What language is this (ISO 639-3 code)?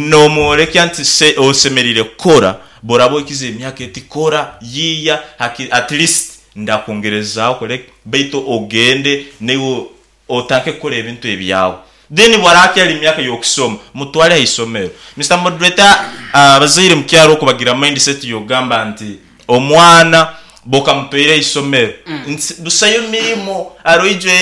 nyn